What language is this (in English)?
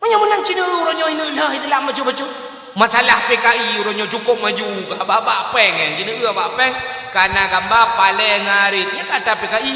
Achinese